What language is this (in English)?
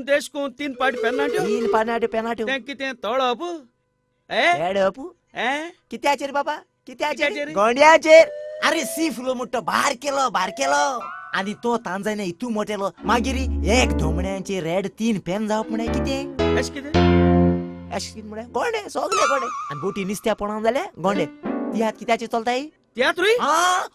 Konkani